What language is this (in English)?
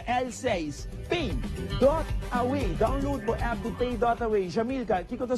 Papiamento